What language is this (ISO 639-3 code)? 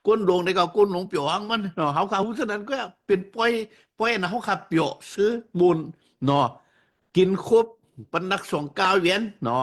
shn